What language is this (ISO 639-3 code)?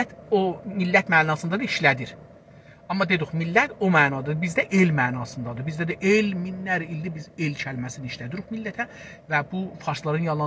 azb